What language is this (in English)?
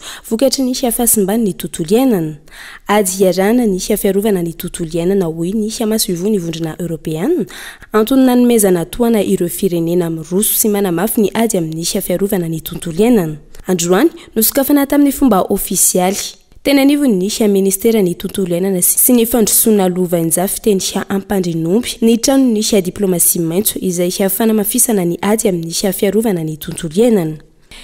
Malagasy